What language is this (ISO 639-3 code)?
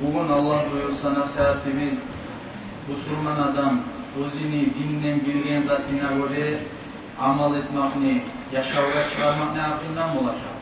kum